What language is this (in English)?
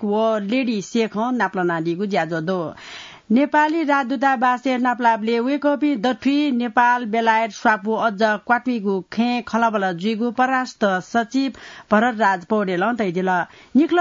Newari